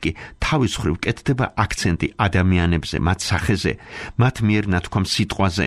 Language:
Georgian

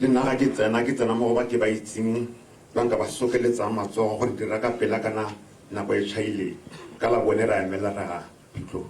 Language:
Tswana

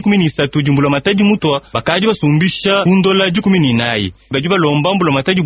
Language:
Luba-Lulua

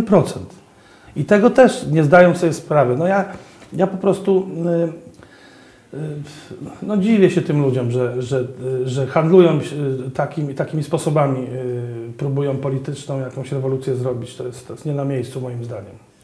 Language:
Polish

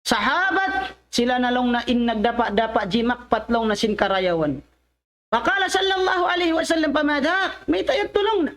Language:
Tausug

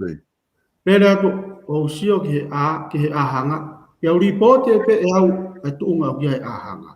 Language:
Tongan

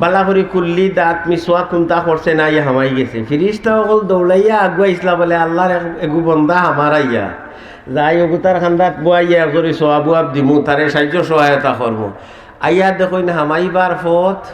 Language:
Sylheti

